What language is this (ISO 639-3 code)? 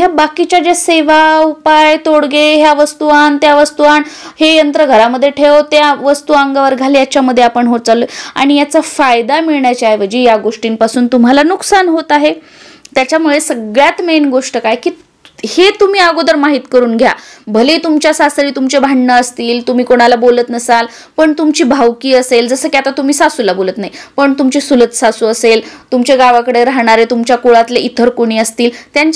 mar